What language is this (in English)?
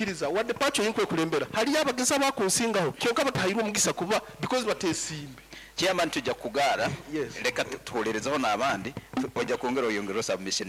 Nyankole